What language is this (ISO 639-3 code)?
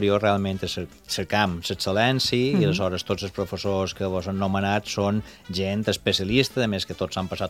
cat